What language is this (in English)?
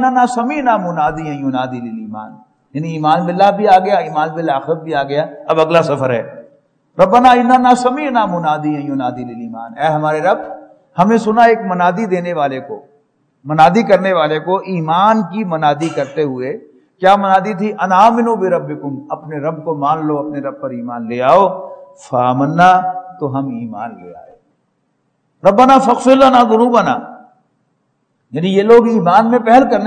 Urdu